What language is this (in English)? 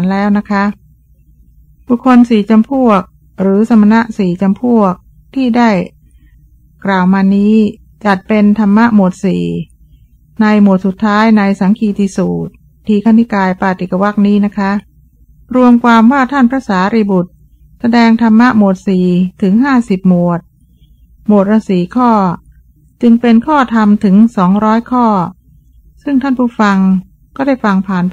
Thai